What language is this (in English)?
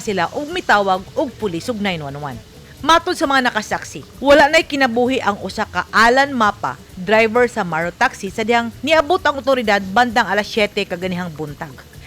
Cebuano